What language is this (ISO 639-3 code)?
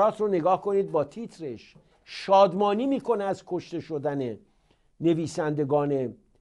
fas